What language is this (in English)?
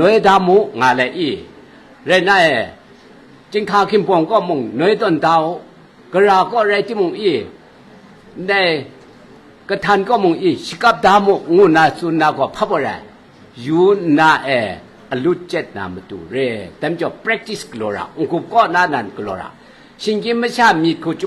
Kachin